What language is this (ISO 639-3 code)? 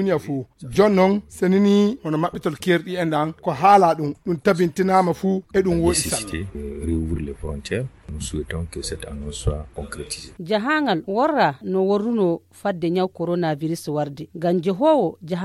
ful